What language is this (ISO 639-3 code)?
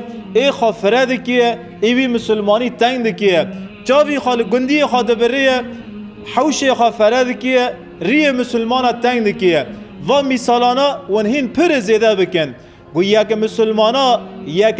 kur